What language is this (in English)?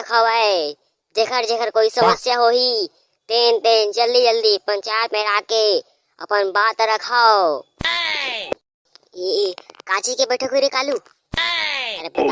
Chhattisgarhi